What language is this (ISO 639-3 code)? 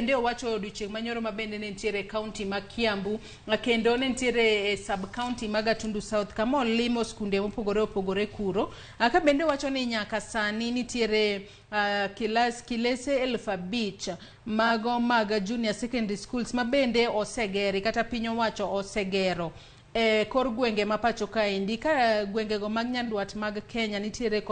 luo